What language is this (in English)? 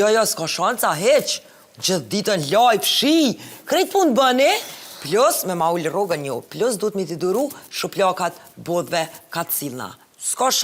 Albanian